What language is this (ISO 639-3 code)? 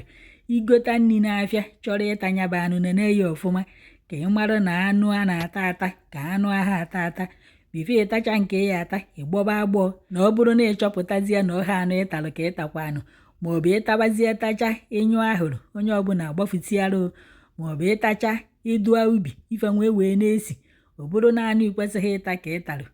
ibo